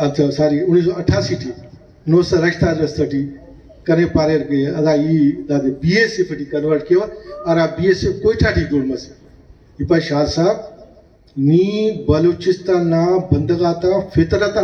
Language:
Brahui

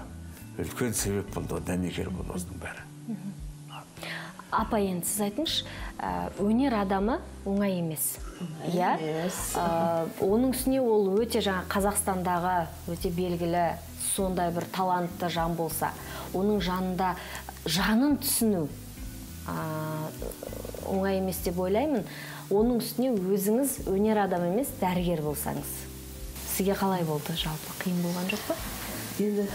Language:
Kazakh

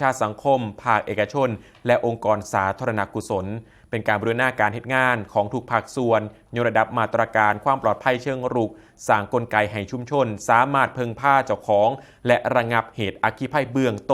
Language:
Northeastern Thai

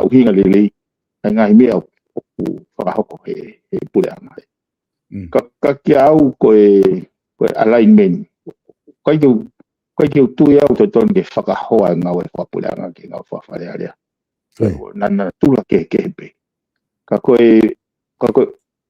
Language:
Tongan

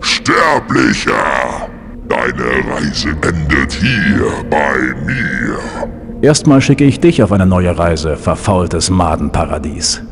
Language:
Bavarian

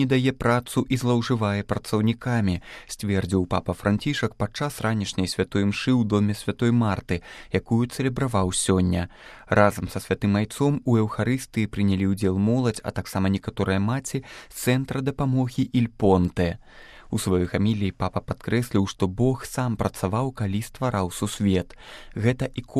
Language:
Belarusian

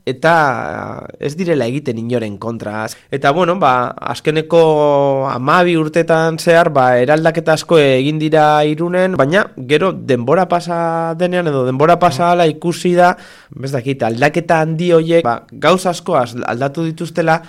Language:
Basque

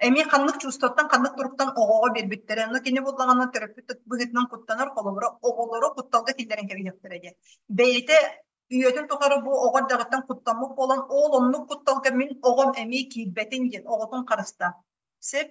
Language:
Yakut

